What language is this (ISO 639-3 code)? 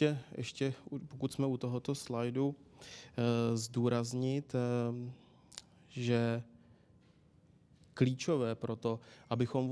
ces